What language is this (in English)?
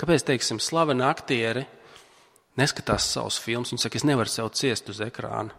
Latvian